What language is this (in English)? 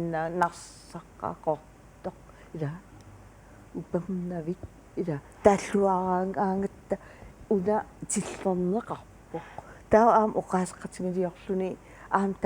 Kalaallisut